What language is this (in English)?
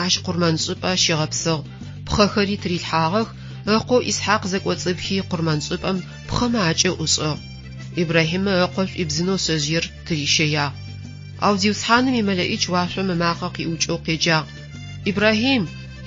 Adyghe